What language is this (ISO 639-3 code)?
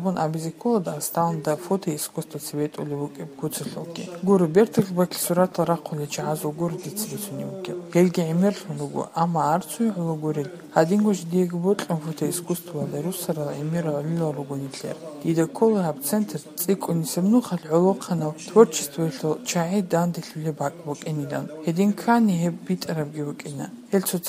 ava